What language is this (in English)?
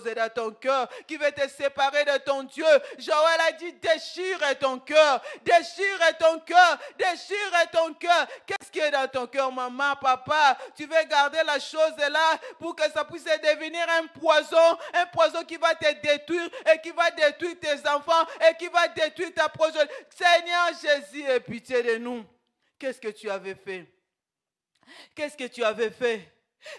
French